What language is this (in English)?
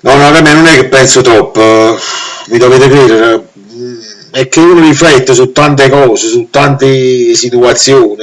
Neapolitan